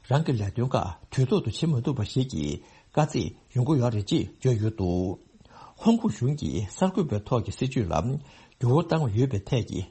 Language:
Tibetan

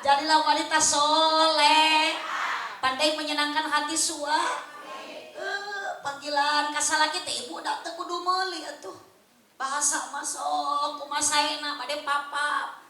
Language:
Sundanese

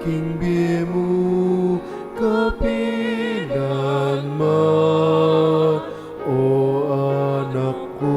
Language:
Pampanga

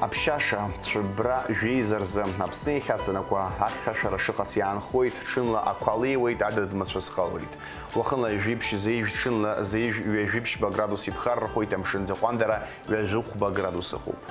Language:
Abkhazian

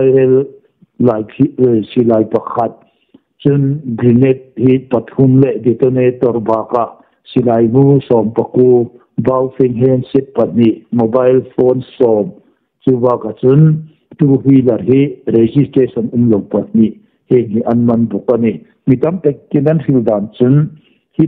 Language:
Hmar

